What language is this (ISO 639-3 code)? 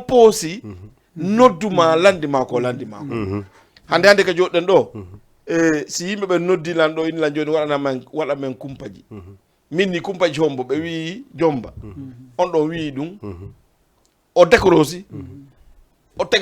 ful